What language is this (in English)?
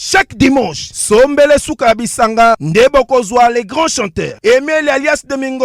Lingala